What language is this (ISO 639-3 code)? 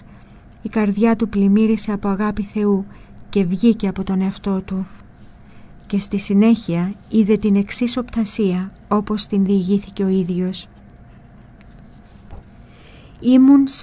ell